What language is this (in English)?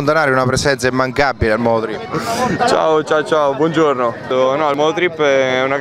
Italian